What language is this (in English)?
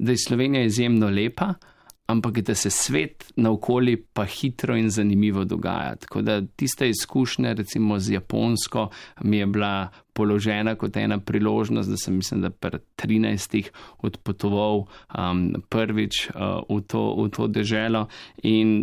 Slovenian